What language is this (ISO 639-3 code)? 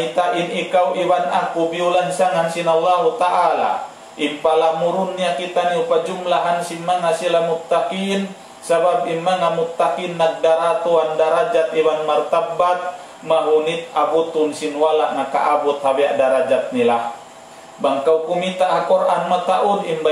tsg